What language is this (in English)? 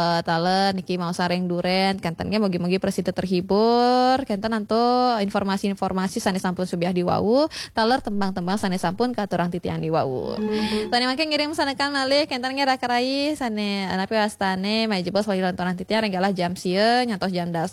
Balinese